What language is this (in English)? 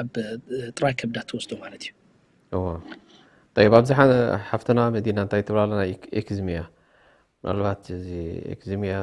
Tigrinya